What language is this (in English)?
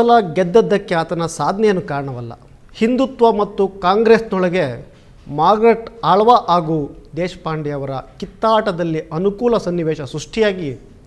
Kannada